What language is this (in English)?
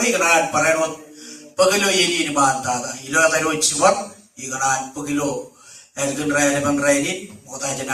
Marshallese